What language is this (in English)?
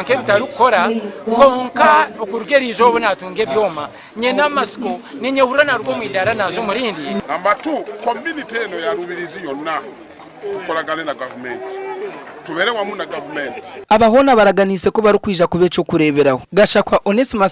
Nyankole